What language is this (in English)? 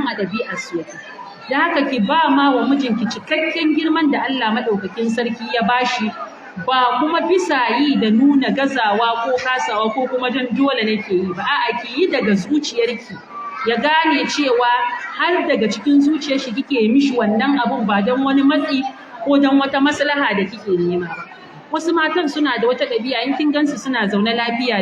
Hausa